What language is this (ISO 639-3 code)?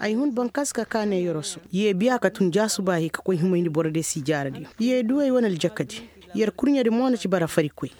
ses